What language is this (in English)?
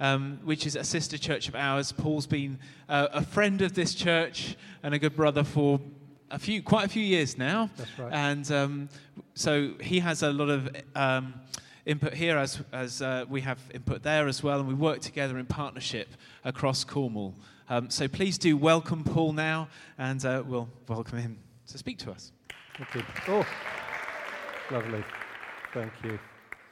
English